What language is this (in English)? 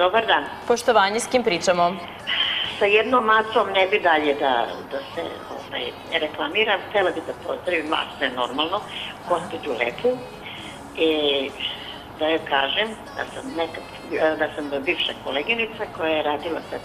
Serbian